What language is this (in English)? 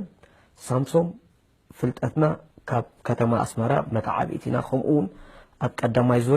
Tigrinya